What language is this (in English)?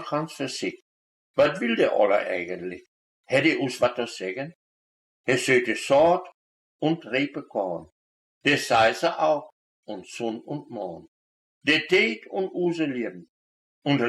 Westphalien